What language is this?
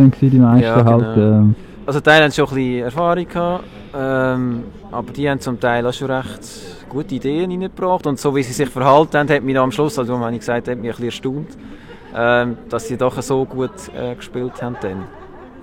Swiss German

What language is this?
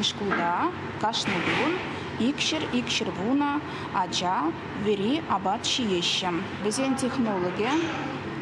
Chuvash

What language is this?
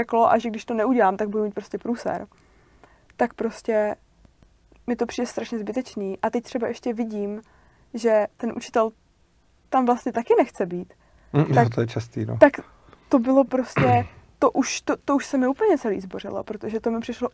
Czech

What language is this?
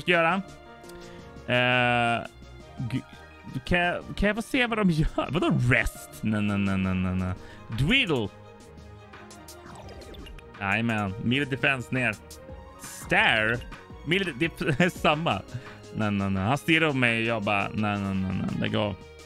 Swedish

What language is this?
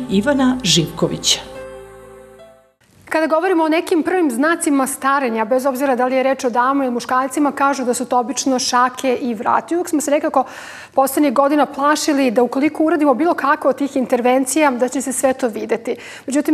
Serbian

